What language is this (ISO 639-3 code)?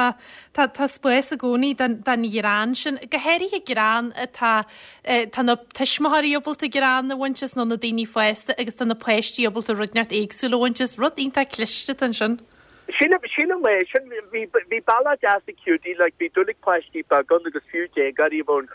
gle